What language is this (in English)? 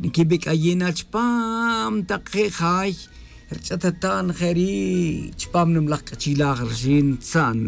Tz'utujil